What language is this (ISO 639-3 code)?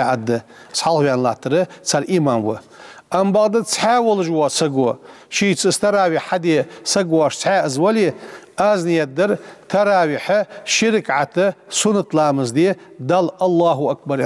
inh